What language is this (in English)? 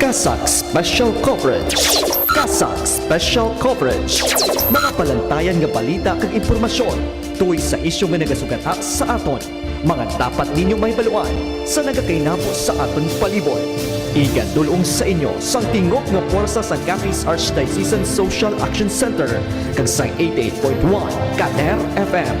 Hiligaynon